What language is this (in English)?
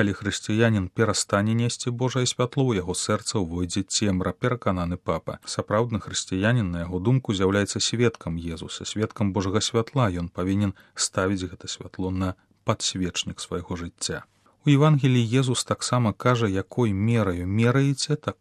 Belarusian